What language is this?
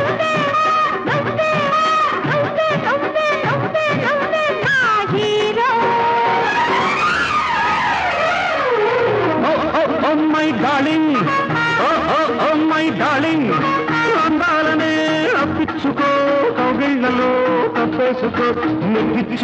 Telugu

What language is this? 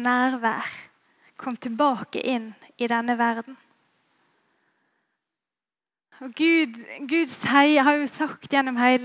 Norwegian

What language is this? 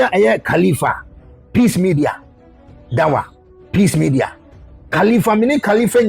Akan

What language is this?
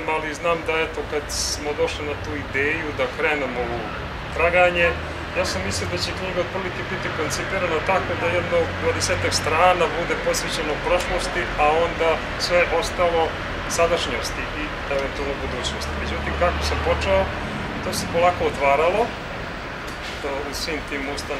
Serbian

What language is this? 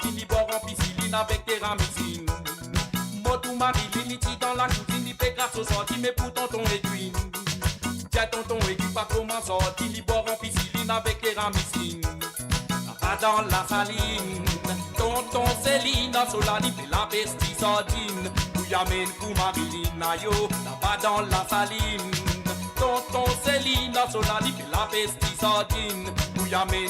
Morisyen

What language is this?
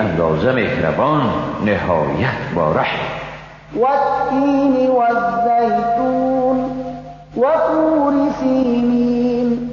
Persian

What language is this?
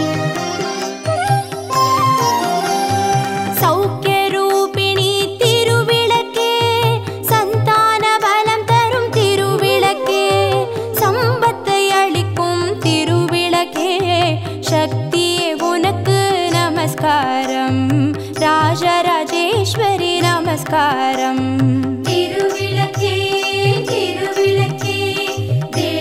Tamil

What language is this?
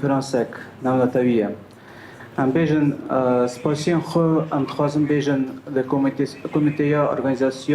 Kurdish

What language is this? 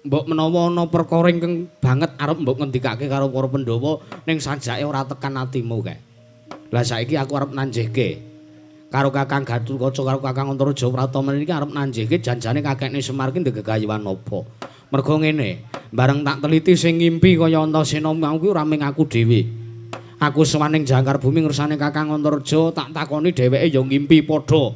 Javanese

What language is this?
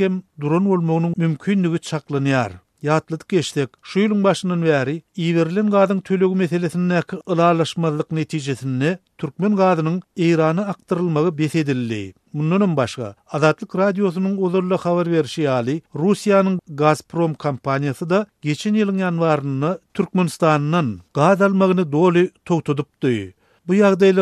Turkmen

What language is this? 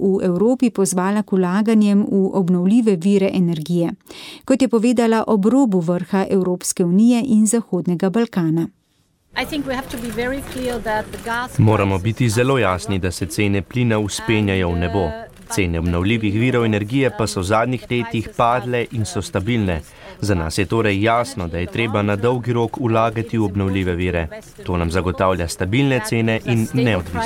Slovenian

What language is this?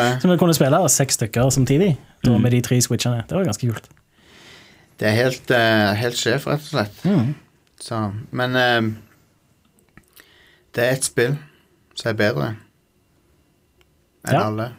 Norwegian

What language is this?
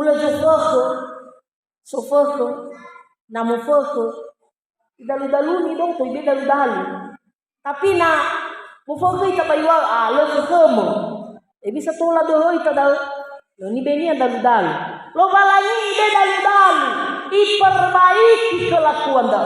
Nias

